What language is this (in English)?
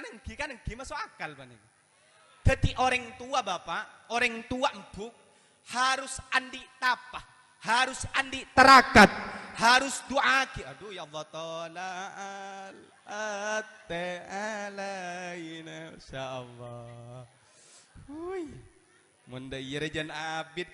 Madurese